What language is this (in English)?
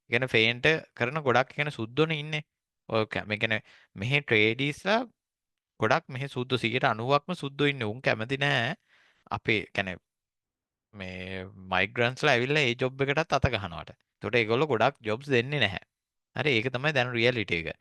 Sinhala